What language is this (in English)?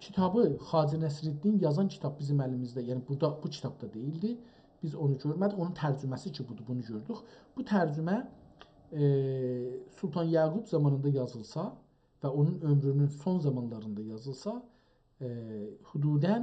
South Azerbaijani